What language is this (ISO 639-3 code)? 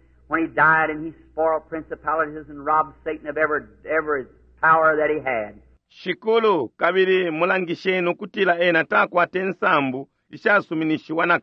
bem